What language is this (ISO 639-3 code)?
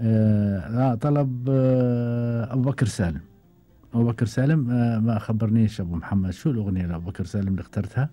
afb